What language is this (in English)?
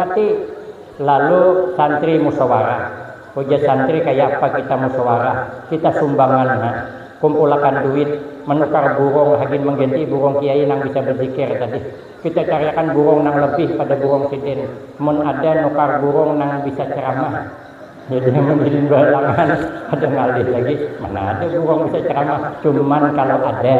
Banjar